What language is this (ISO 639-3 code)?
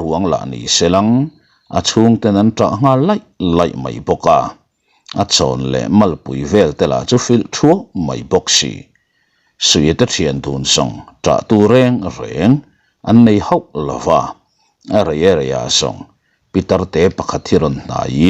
lus